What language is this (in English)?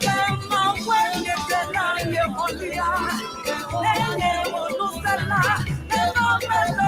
Ewe